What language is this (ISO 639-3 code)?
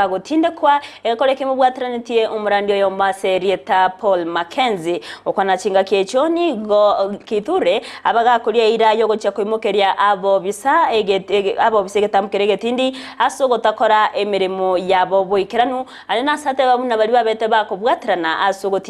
guz